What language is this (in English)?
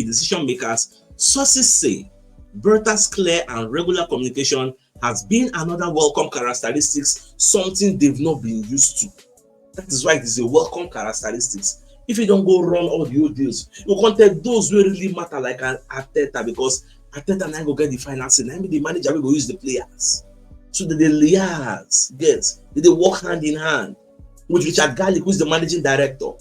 Nigerian Pidgin